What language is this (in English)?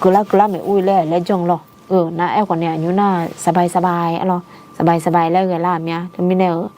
Akha